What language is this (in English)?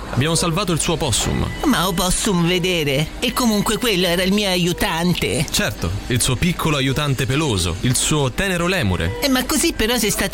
Italian